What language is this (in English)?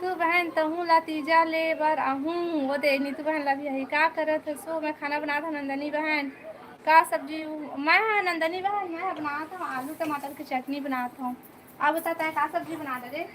Chhattisgarhi